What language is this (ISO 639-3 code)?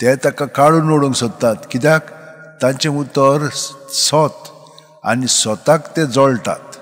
kok